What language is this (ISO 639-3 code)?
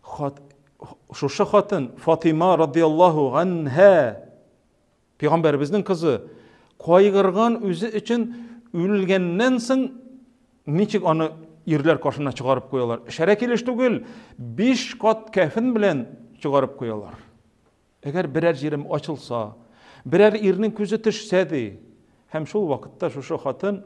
tat